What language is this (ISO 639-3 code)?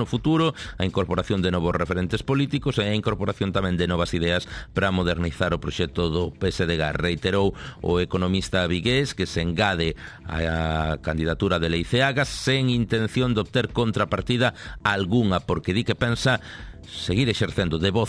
glg